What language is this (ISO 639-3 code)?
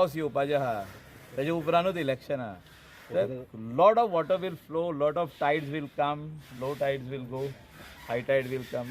kok